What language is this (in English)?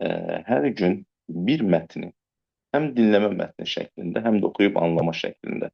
Azerbaijani